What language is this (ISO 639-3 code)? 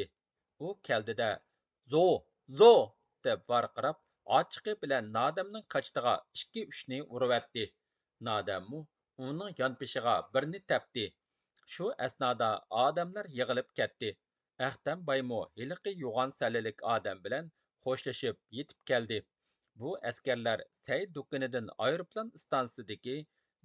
uig